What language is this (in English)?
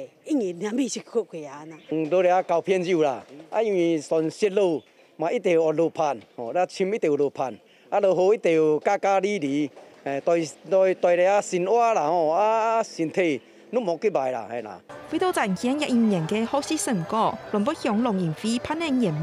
Hakka Chinese